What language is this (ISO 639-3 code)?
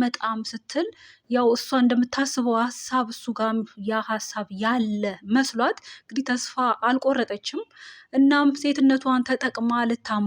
amh